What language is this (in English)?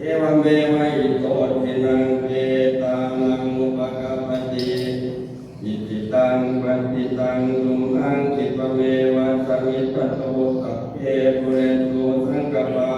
Pali